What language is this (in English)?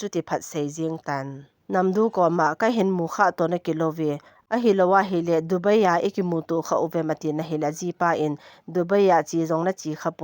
Thado Chin